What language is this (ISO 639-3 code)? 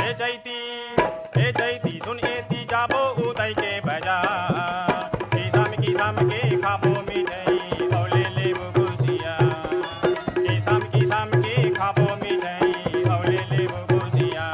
hne